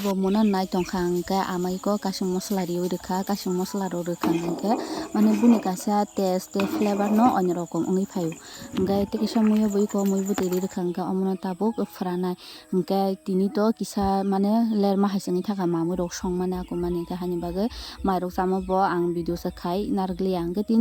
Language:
Kok Borok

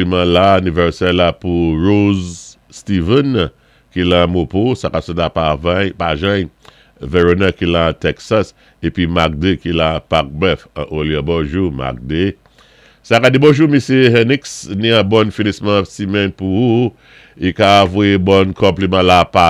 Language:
Saint Lucian Creole French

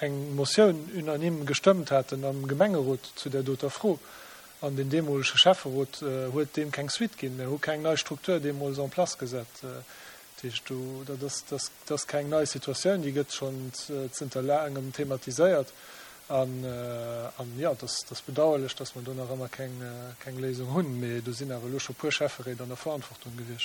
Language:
Luxembourgish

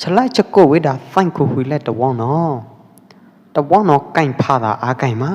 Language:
Pwo Eastern Karen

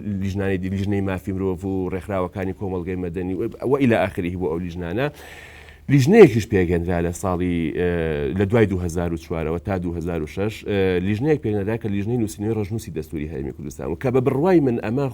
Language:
Central Kurdish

